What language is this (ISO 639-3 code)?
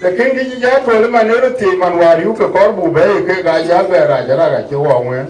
din